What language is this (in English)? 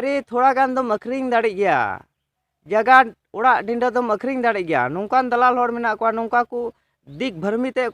Santali